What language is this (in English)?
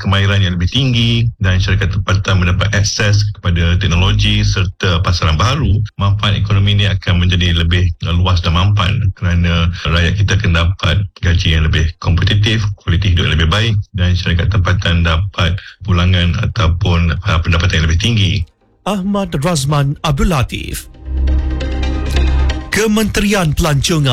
Malay